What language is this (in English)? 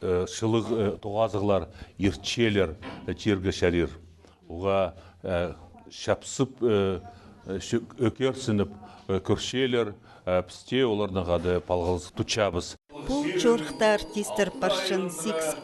Khakas